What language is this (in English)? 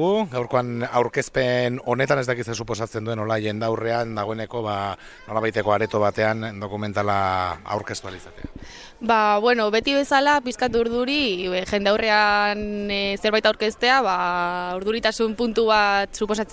Basque